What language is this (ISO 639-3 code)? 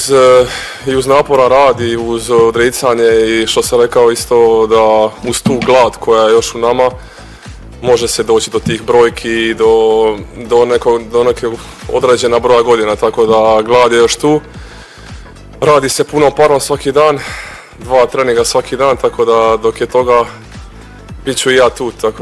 bos